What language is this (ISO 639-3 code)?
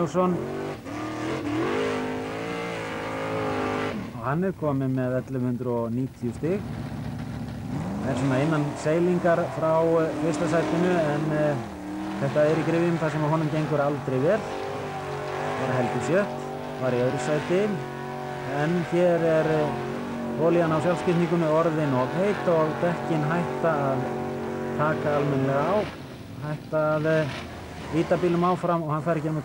isl